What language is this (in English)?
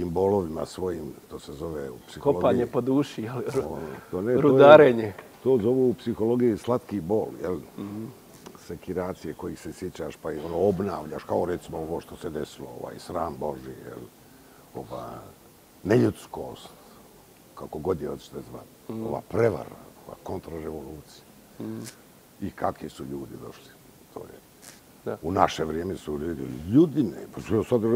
Bosnian